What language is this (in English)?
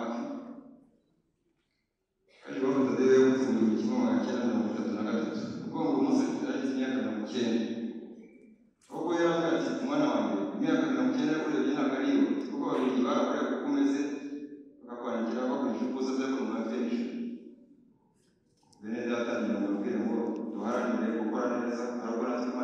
Kinyarwanda